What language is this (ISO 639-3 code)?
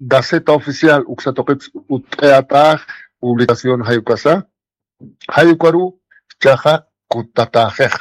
aym